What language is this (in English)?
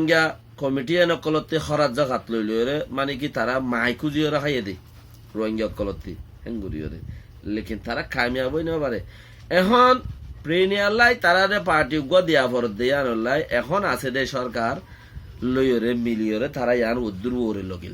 Rohingya